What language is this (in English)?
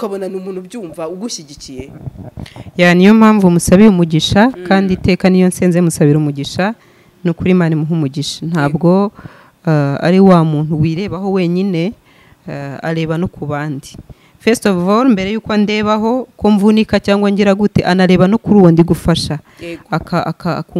Kinyarwanda